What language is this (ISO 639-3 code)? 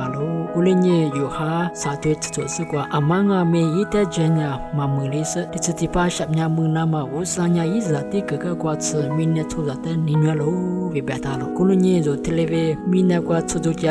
lis